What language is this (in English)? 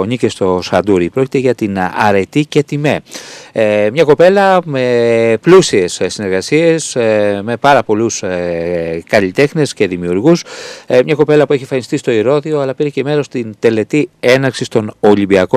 Greek